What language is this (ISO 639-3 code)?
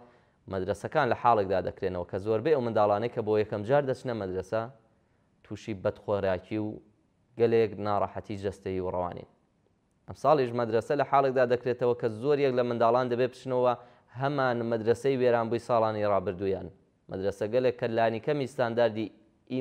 ckb